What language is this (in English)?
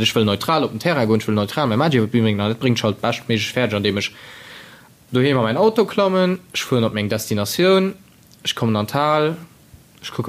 Luxembourgish